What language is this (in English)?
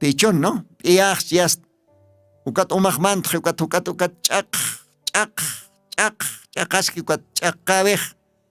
Aymara